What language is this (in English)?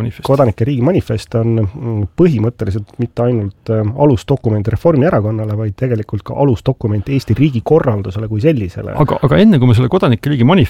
Estonian